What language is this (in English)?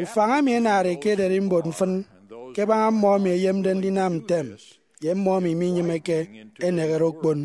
Efik